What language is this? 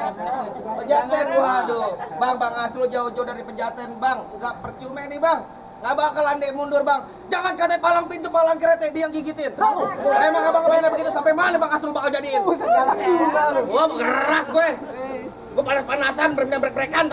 Betawi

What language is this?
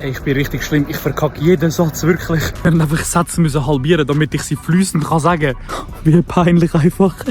Swiss German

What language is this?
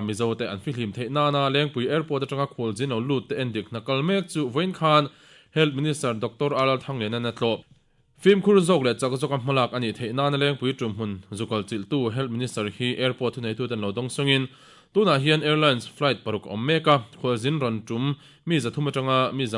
Mizo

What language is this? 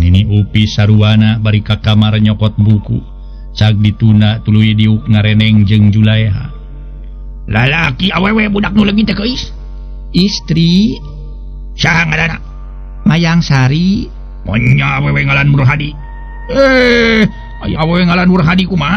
Sundanese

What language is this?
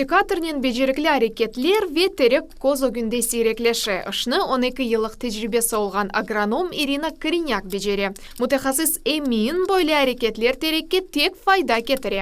Crimean Tatar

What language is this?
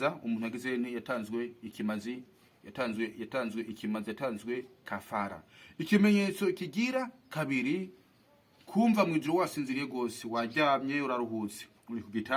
Rundi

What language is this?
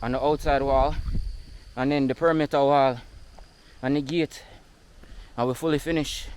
Jamaican Creole English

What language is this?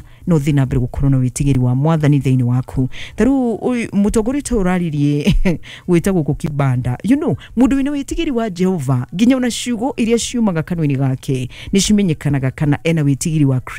Kikuyu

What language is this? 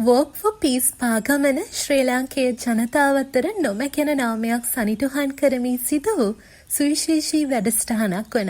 Sinhala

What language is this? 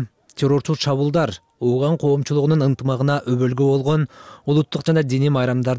Kyrgyz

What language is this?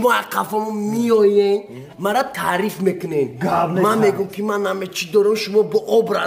Tajik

